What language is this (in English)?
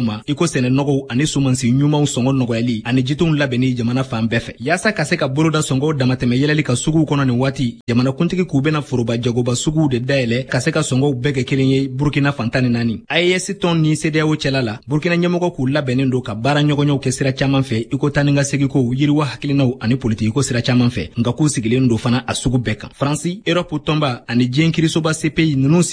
Bambara